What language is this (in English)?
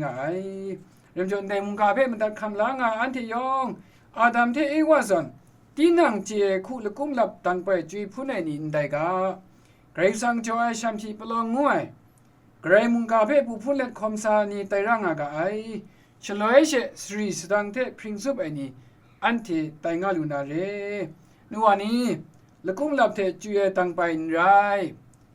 Kachin